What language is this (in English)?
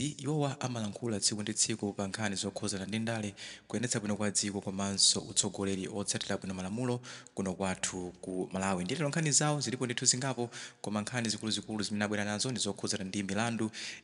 Nyanja